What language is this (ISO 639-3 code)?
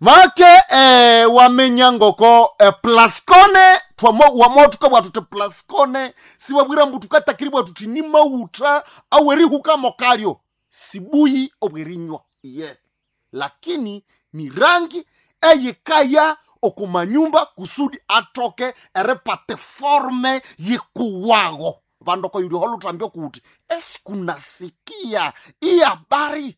nnb